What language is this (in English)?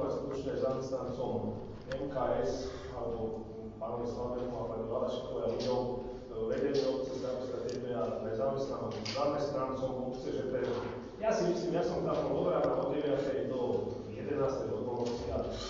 Slovak